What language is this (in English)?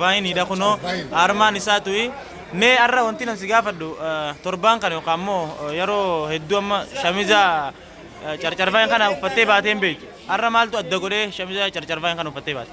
Oromo